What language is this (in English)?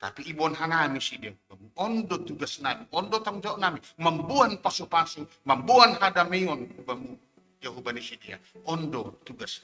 Batak Simalungun